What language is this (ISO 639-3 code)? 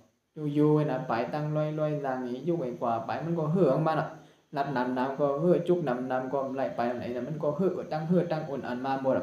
shn